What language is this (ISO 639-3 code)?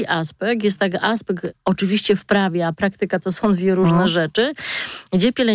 pol